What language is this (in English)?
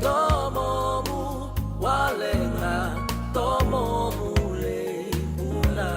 Fijian